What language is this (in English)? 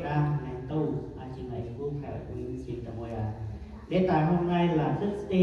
Central Mnong